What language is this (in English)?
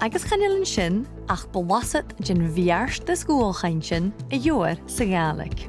Scottish Gaelic